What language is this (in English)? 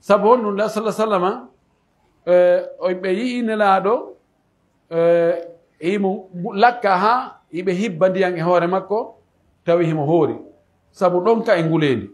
Pular